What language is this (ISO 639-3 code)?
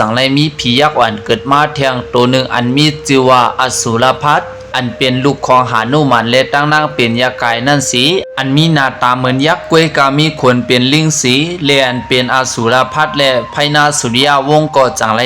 shn